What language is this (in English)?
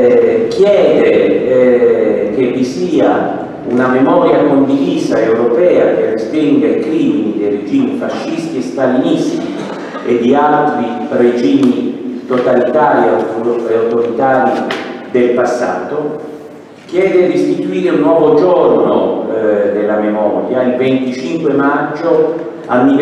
Italian